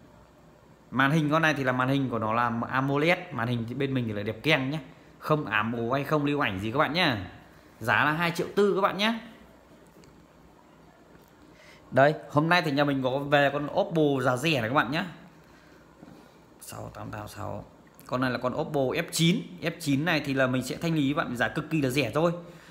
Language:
Vietnamese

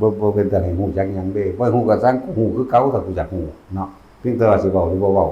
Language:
Northeastern Thai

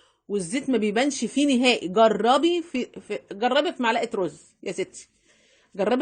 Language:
Egyptian Arabic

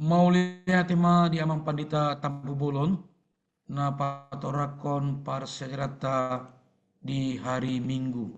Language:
Batak Toba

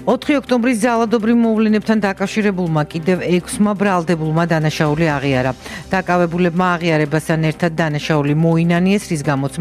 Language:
Georgian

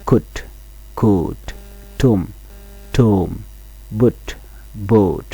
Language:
Nuer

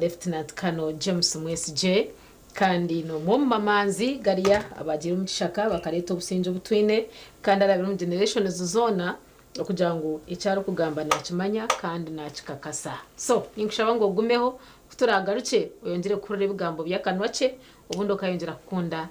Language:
Nyankole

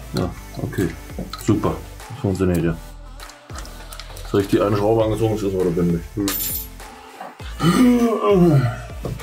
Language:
German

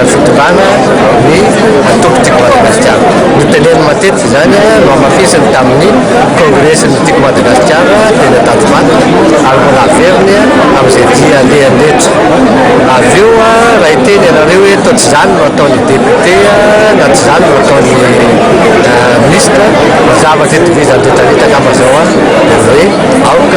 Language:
Malagasy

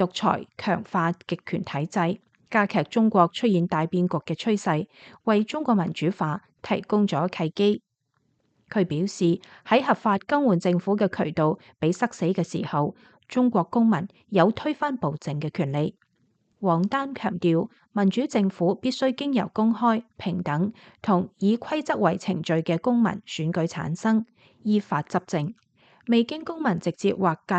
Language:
Cantonese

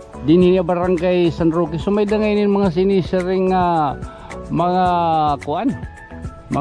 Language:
Waray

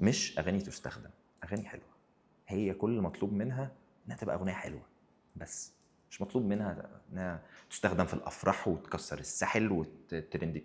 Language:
Egyptian Arabic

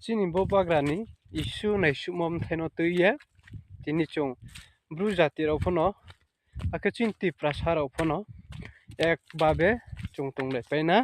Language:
Riang (India)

